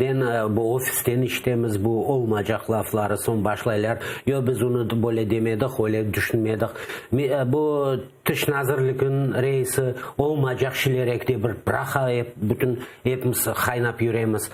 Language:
Crimean Tatar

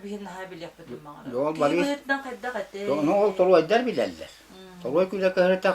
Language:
Yakut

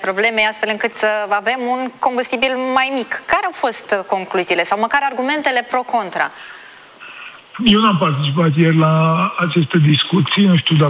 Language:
Romanian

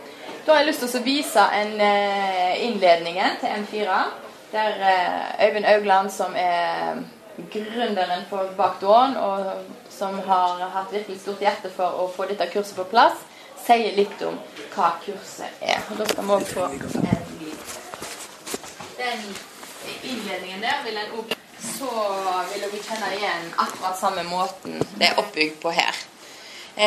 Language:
Norwegian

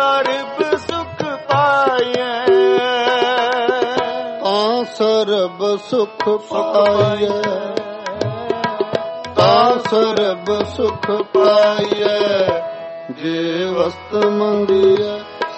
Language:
Punjabi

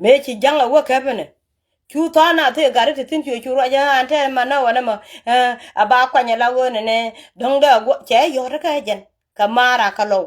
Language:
Nuer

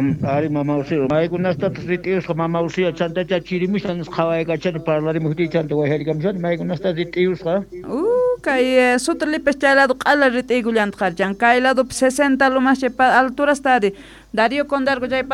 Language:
South Bolivian Quechua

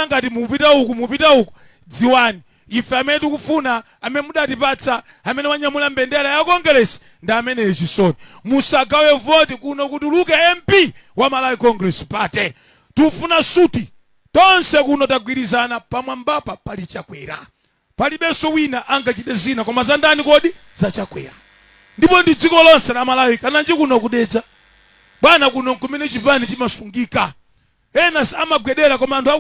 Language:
Nyanja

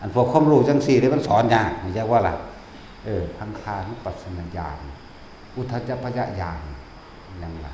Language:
Northeastern Thai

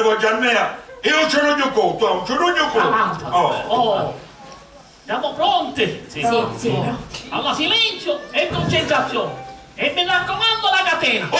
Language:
Sicilian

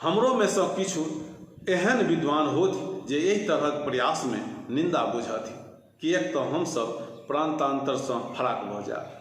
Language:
Maithili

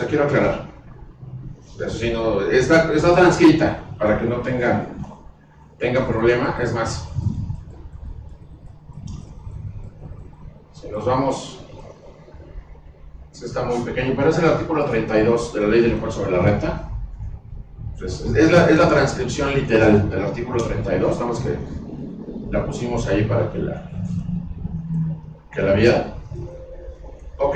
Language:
Spanish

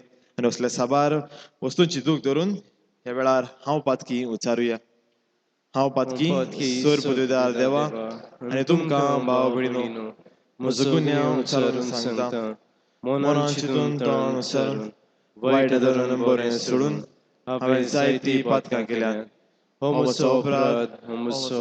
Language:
Konkani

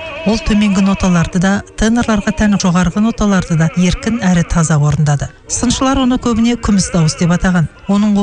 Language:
Kazakh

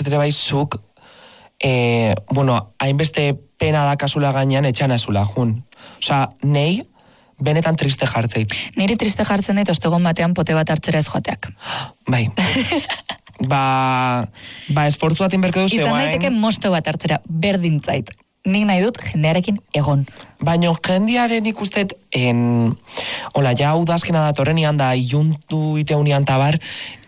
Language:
Basque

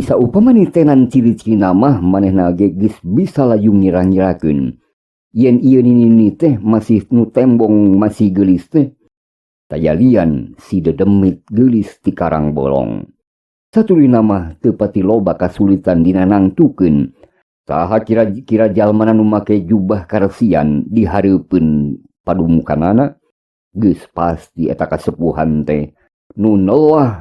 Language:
Sundanese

